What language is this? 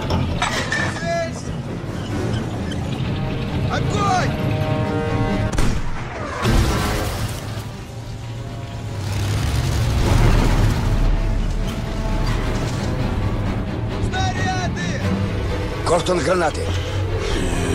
Russian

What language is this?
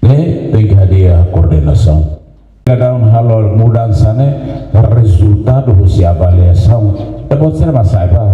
Tetum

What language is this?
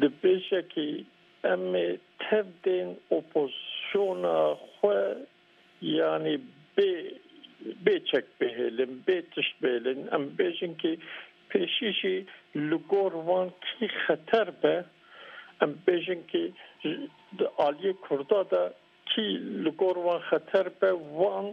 Kurdish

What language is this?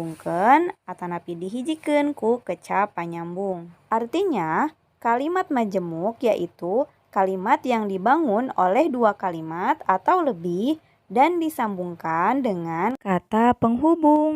Sundanese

